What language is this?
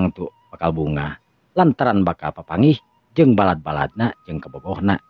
Sundanese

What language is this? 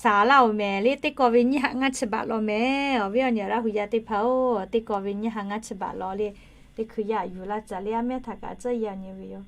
Lahu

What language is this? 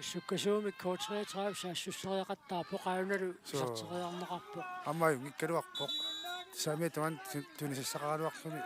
Kalaallisut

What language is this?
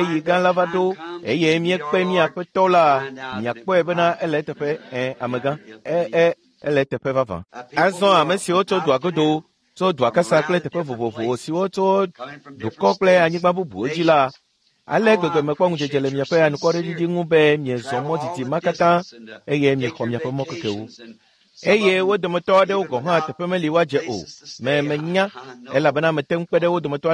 Ewe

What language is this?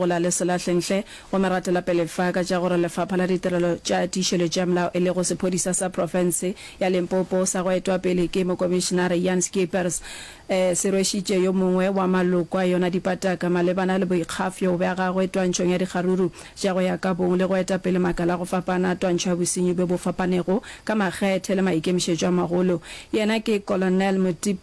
Northern Sotho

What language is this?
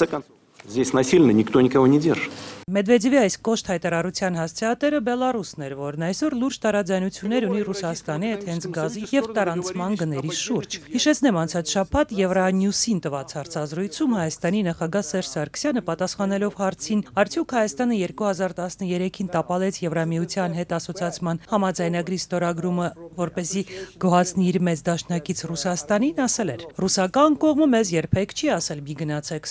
Armenian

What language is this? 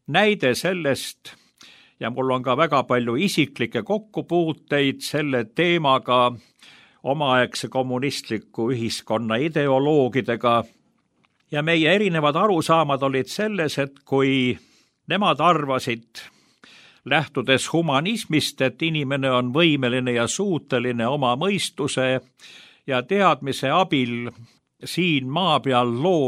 Estonian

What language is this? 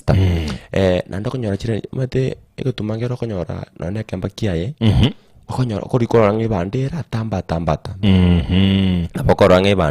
Gusii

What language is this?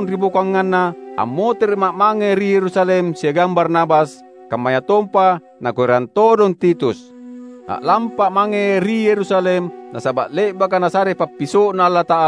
Makasar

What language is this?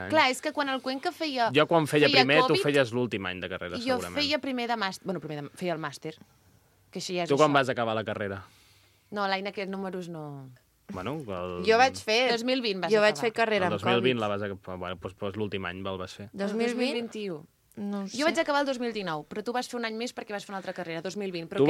Catalan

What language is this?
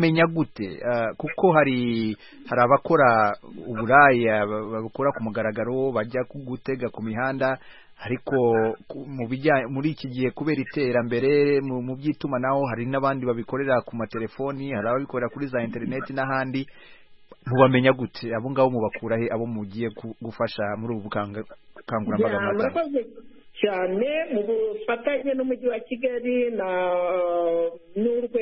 Kinyarwanda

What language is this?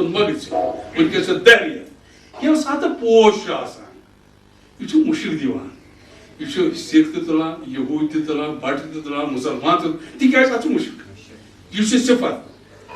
Kashmiri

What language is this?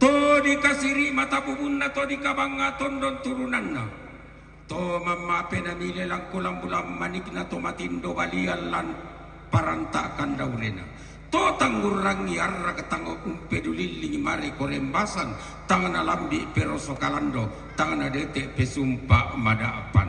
Toraja-Sa'dan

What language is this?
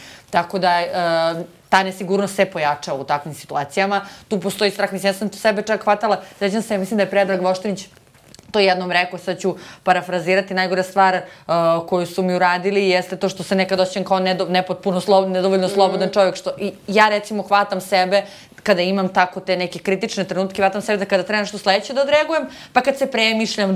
Serbian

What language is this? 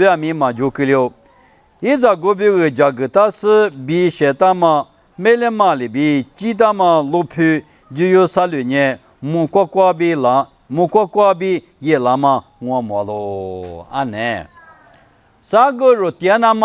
Lisu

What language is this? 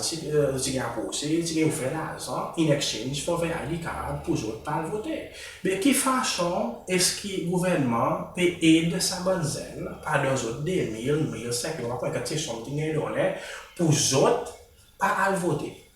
Seselwa Creole French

